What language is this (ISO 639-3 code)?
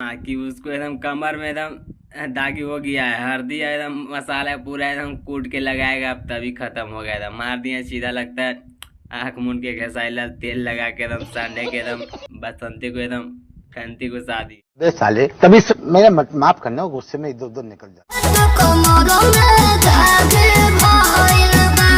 mag